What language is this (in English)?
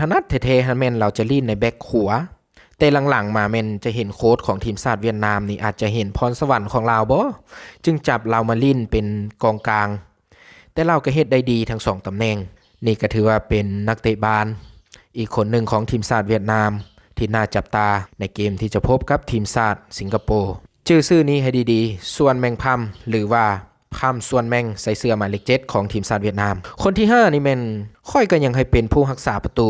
Lao